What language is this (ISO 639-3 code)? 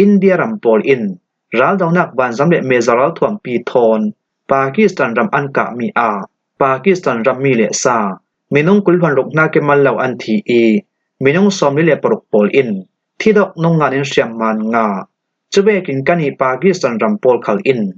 cfm